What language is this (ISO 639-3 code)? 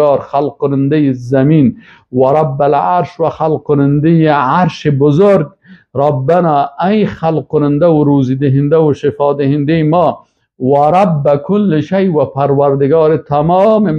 fas